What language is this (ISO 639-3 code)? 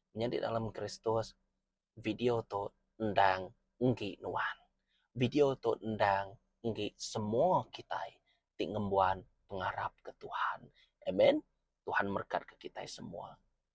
iba